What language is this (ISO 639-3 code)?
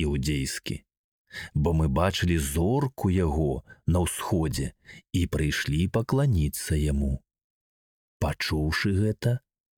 bel